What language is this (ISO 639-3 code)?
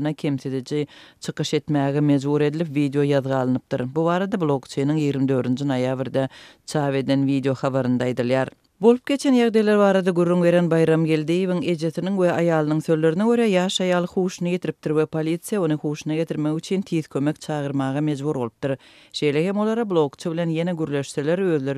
tuk